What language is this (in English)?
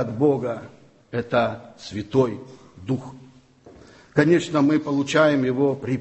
Russian